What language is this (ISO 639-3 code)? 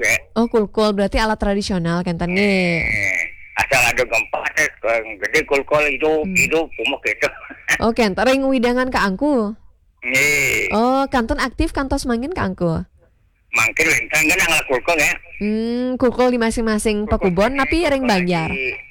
ban